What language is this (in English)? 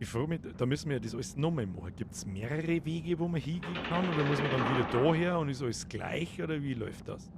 Bavarian